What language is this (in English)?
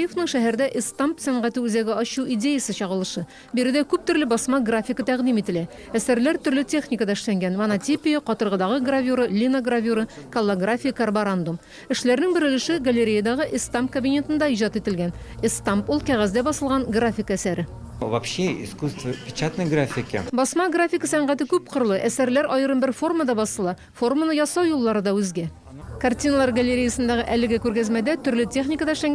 Tatar